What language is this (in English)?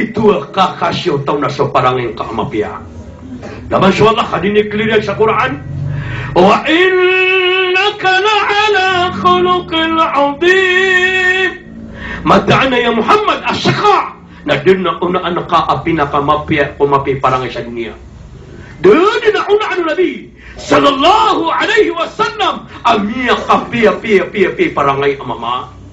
Maranao